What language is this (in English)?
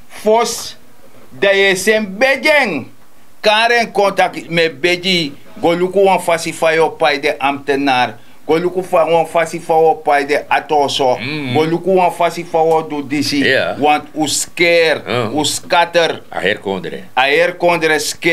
Sranan Tongo